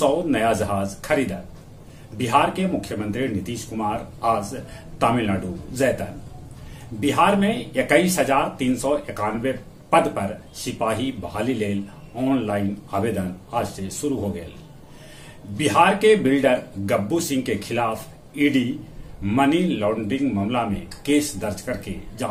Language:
Magahi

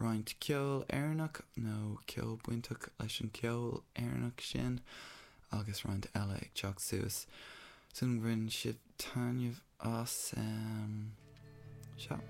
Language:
Irish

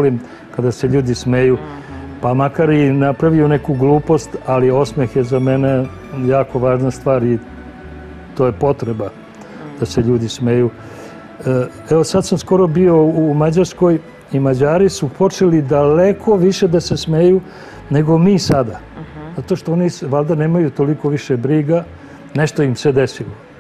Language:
Serbian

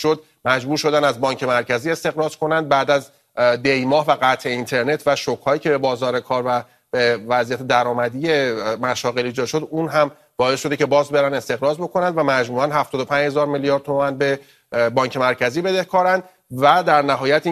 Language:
Persian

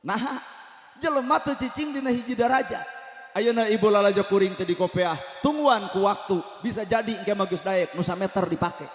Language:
Sundanese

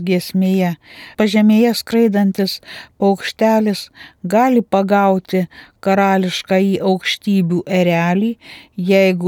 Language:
Lithuanian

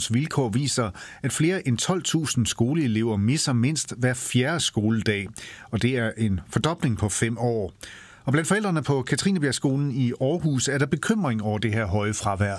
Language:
Danish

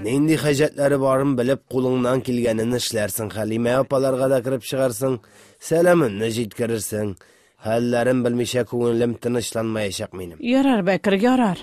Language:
Tatar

